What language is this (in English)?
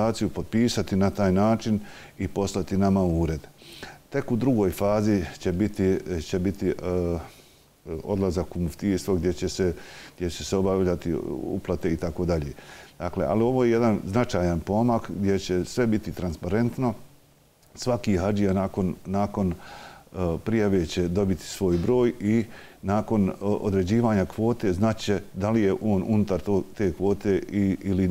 Bosnian